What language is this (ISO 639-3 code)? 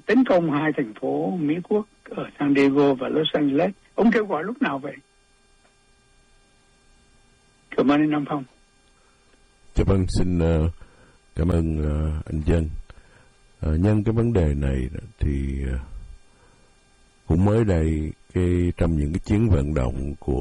vie